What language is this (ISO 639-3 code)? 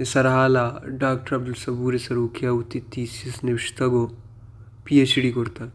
bal